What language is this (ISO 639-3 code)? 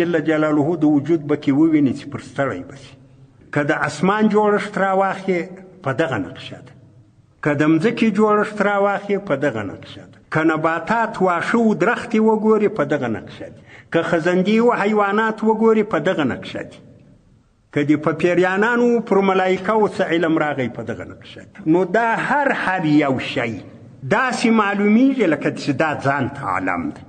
pus